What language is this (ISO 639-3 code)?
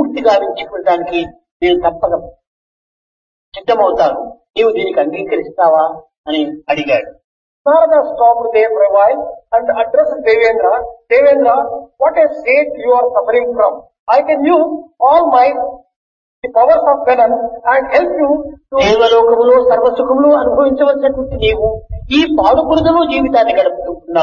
tel